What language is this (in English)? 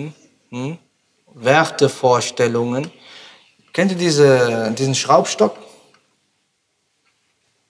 German